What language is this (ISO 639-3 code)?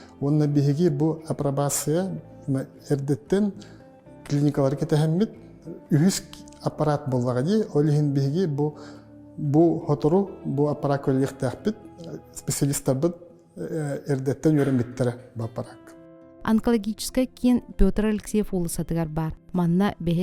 sah